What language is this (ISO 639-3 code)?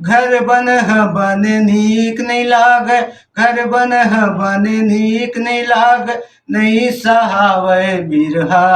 hne